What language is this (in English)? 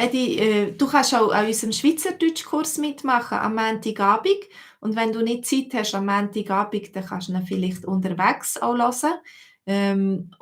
Swiss German